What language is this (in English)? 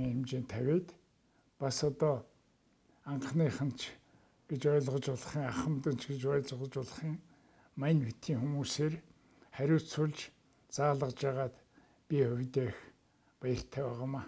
Mongolian